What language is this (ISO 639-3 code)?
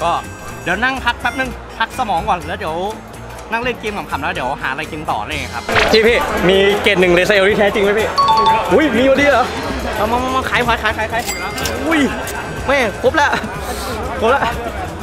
tha